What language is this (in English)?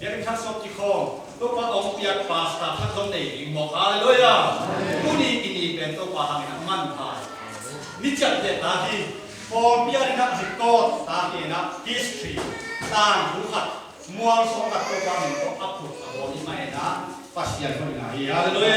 Tedim Chin